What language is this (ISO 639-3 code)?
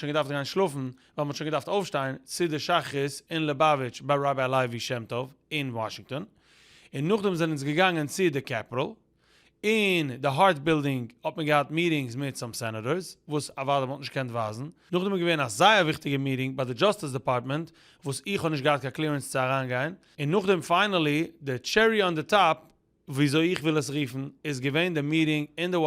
yid